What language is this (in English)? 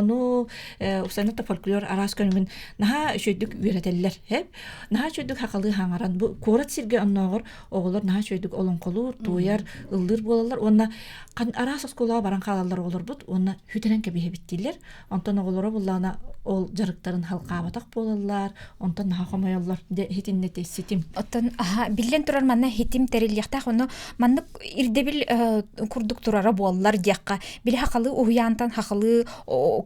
Yakut